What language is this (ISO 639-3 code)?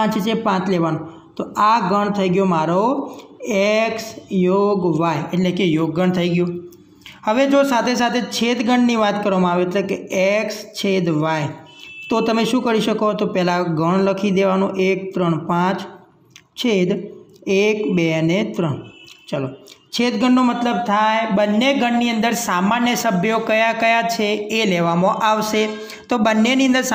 guj